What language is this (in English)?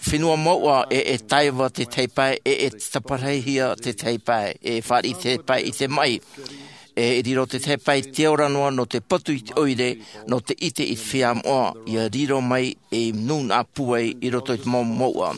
Tahitian